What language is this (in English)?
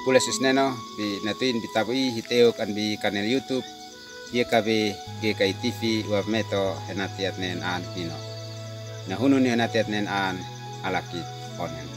Uab Meto